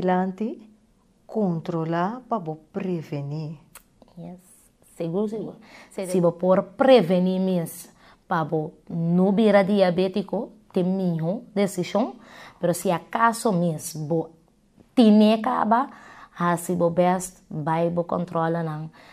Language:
Papiamento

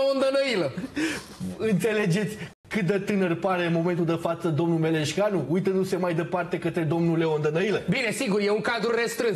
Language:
Romanian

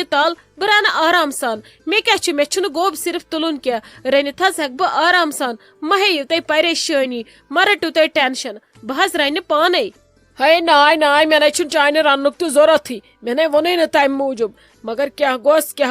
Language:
Kashmiri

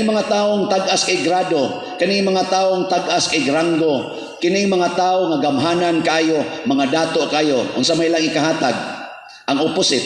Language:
Cebuano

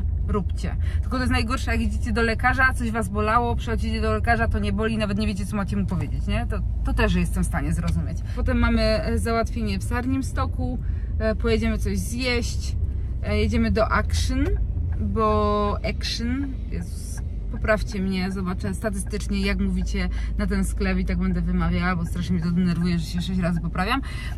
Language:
Polish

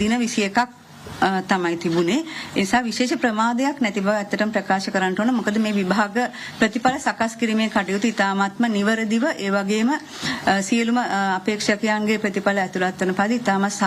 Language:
Sinhala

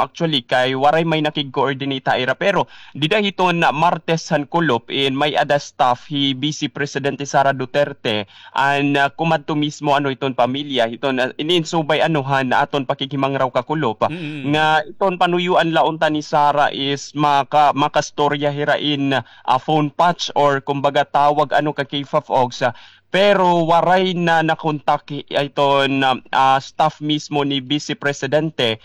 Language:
Waray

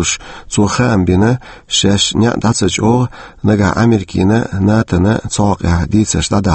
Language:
Chechen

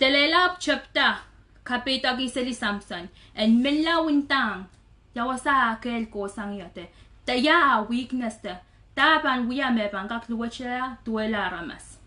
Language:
Pohnpeian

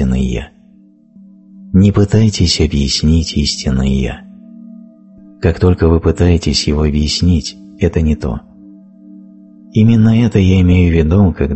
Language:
Russian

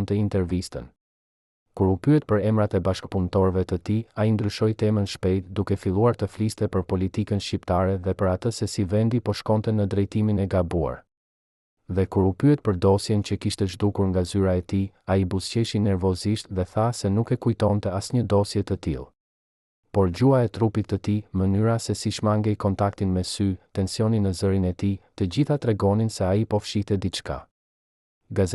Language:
Albanian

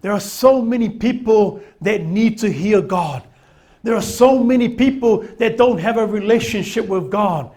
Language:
Samoan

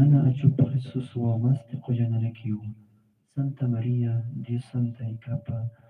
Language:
Aymara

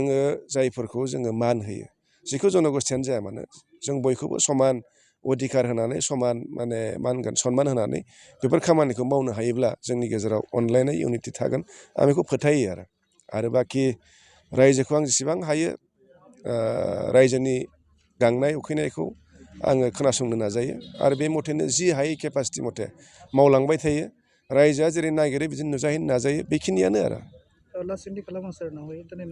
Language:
Bodo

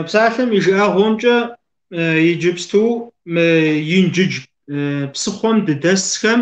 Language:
Kabardian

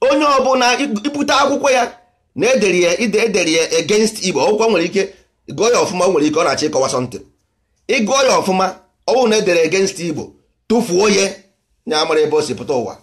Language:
Igbo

